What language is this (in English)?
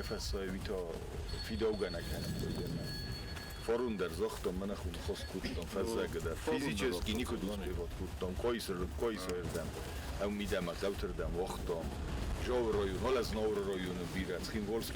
Ossetic